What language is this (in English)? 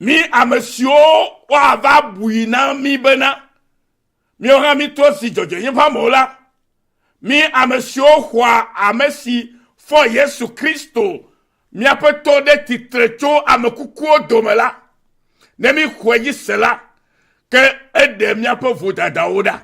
Ewe